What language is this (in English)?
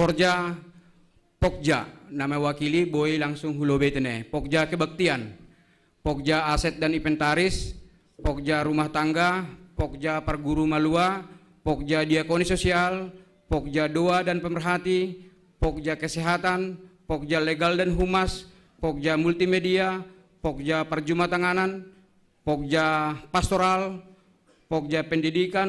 Batak Simalungun